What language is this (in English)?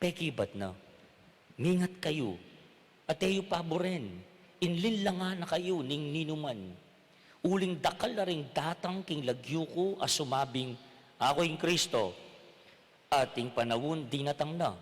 Pampanga